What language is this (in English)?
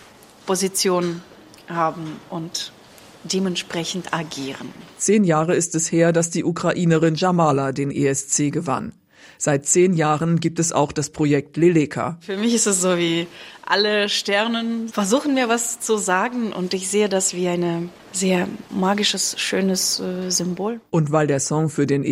German